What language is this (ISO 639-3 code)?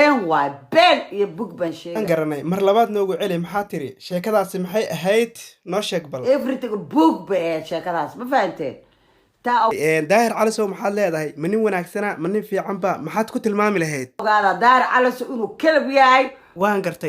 som